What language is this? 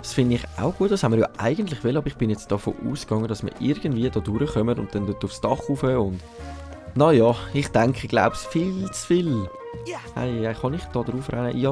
Swiss German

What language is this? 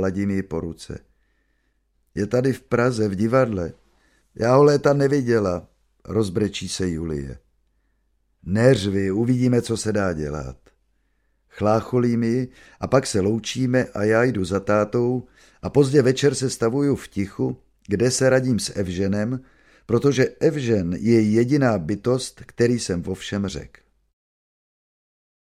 Czech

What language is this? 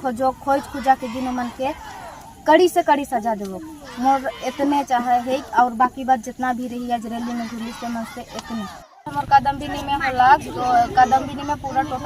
Sadri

